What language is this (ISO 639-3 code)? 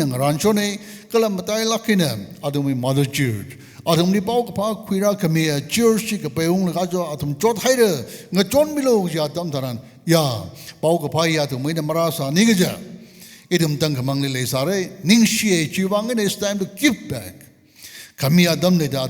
nmf